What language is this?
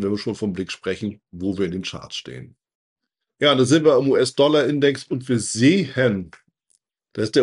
German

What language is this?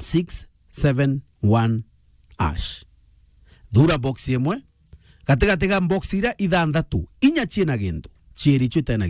Meru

